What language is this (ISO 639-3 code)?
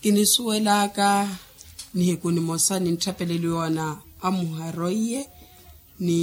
vmw